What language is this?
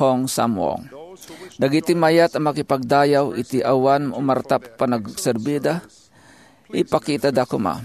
Iloko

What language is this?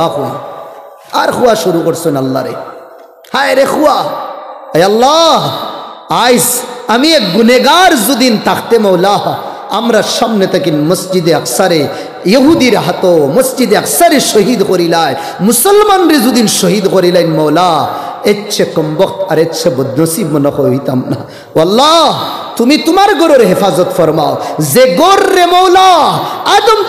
Sylheti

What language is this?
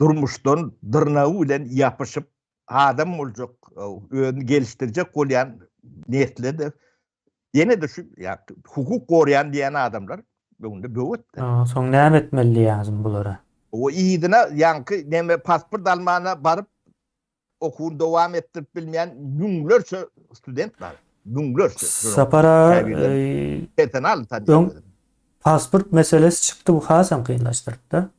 Turkmen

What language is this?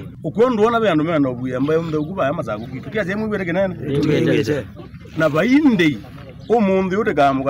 Kamba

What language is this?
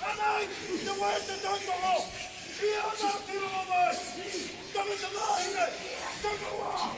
Māori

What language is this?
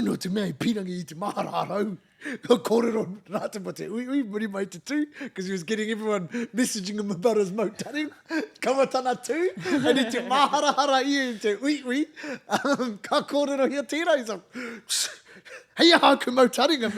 Māori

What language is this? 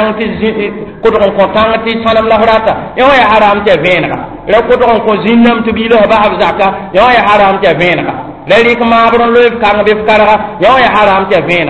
Mossi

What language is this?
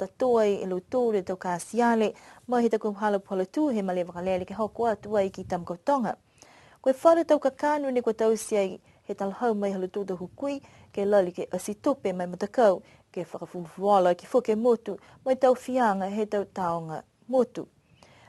Niuean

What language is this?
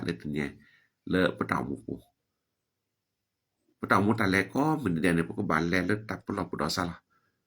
S'gaw Karen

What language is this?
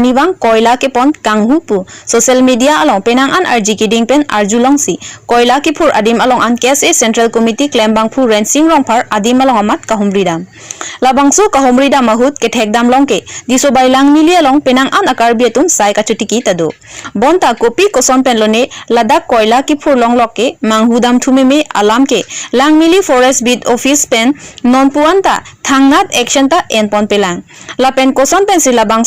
Karbi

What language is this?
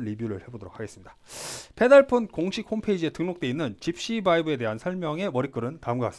Korean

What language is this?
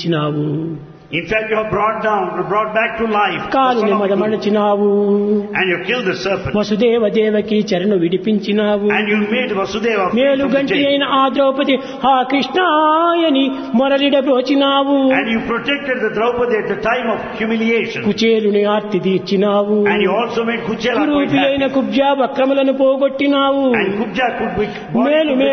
Telugu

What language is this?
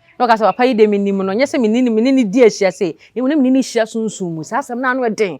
Akan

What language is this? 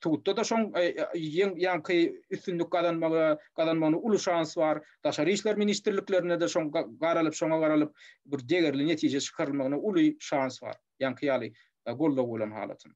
Turkmen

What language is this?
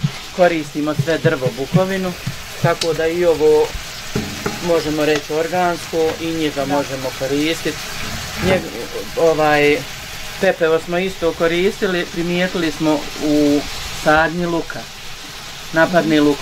Bosnian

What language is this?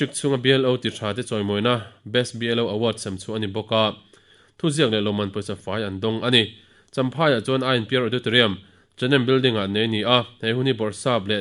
Mizo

